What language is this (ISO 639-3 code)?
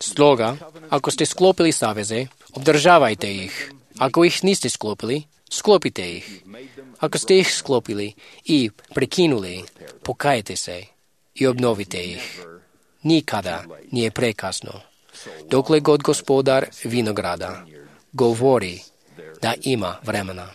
hrv